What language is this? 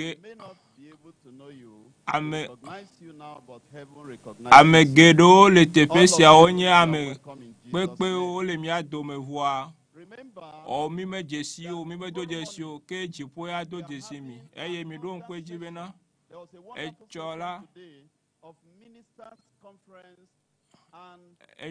Ewe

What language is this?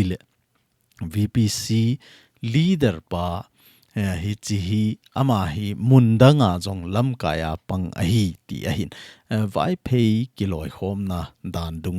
Thado Chin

